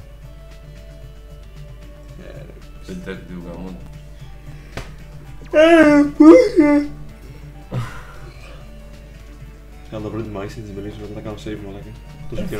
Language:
Greek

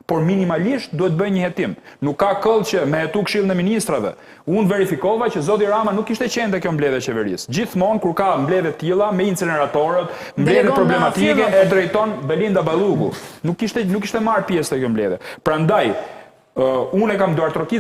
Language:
Albanian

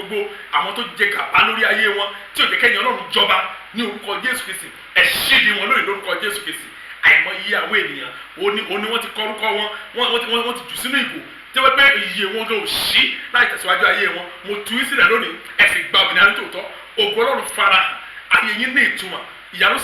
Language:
Yoruba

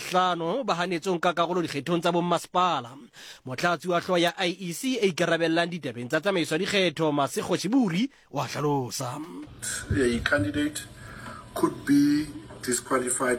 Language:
Southern Sotho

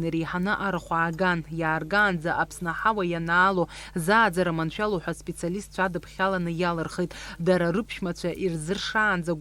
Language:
Abkhazian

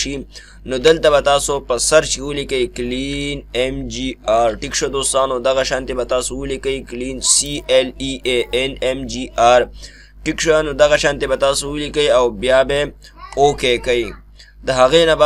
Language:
Pashto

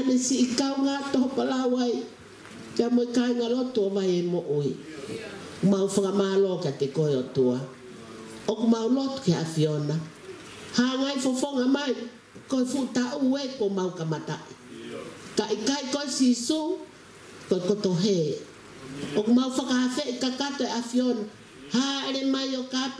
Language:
Tongan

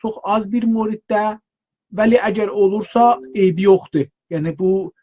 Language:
South Azerbaijani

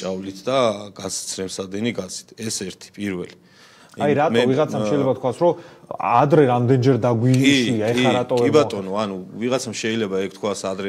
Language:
Georgian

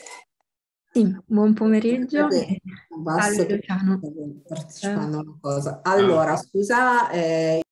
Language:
Italian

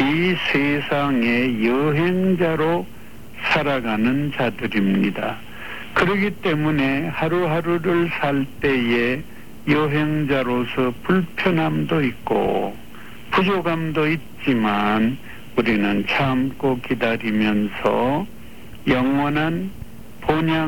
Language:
Korean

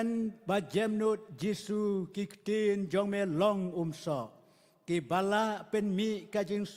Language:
Khasi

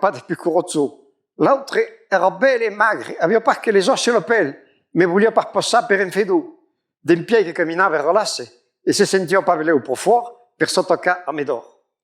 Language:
Occitan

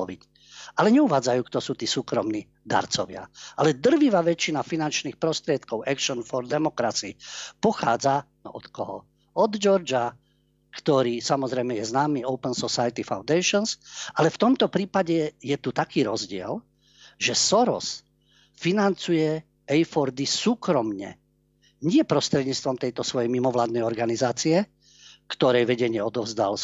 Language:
Slovak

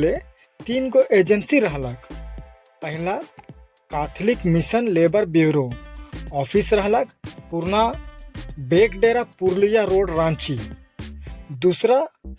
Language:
Sadri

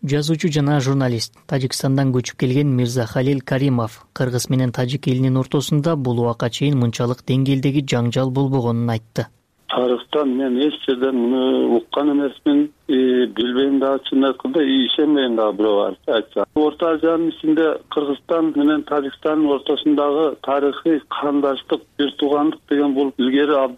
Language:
Kyrgyz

